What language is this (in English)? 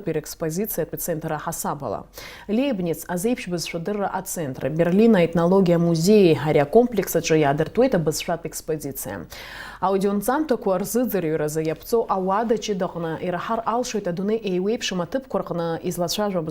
Abkhazian